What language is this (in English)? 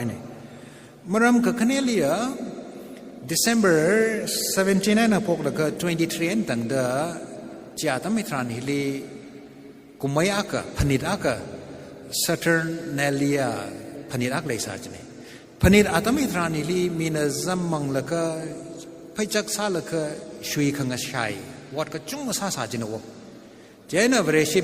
Tangkhul Naga (India)